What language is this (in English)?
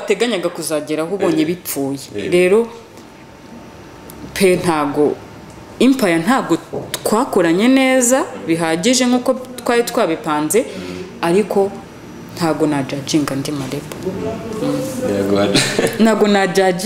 Kinyarwanda